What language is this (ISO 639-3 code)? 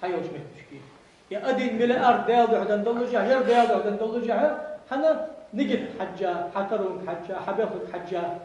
inh